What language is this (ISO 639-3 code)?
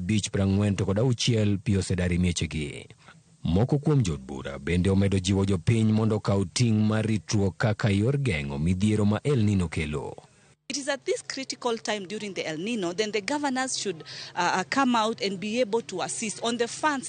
luo